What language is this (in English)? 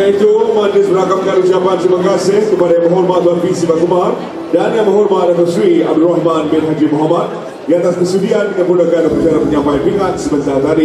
Malay